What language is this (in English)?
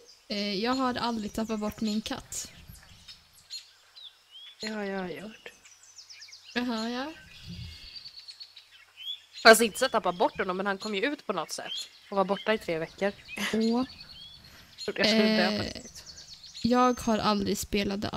Swedish